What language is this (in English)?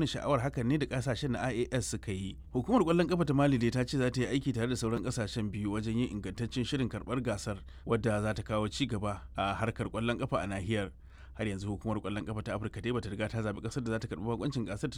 Hausa